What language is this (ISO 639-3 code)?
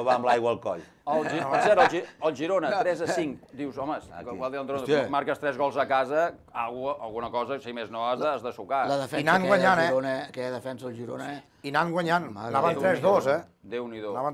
cat